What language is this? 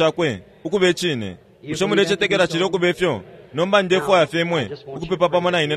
Bemba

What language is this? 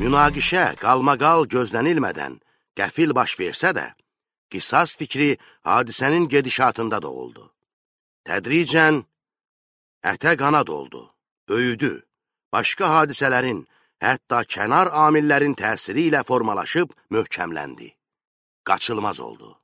Azerbaijani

